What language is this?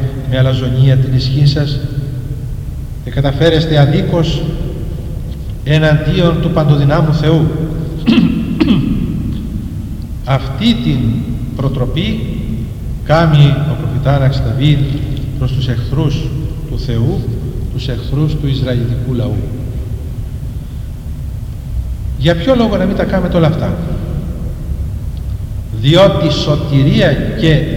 Greek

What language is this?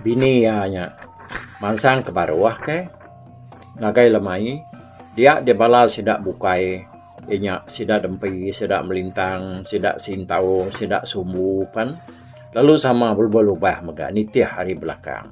Iban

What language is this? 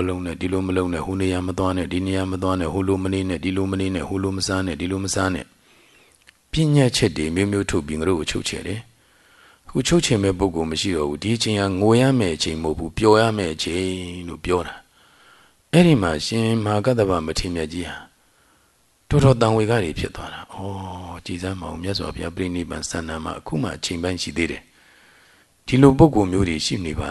Burmese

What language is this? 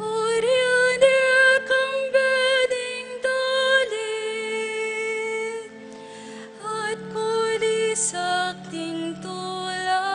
Pampanga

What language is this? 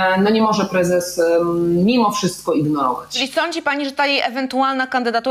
Polish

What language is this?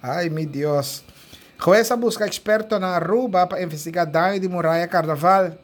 Papiamento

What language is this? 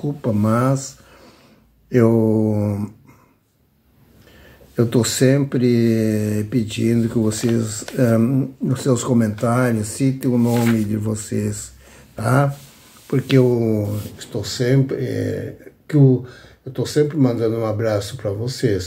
Portuguese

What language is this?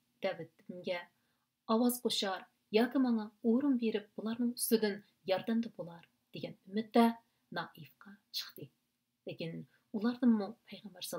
Uyghur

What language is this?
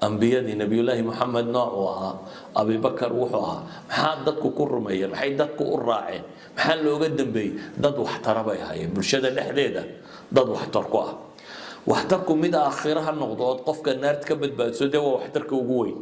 Somali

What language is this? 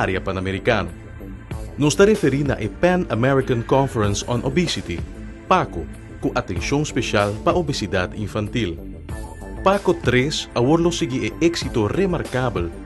Papiamento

